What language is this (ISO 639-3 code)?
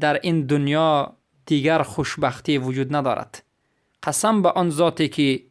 fas